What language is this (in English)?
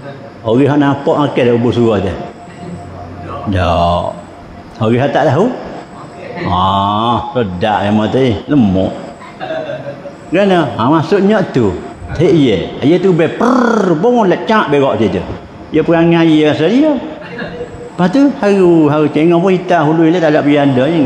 Malay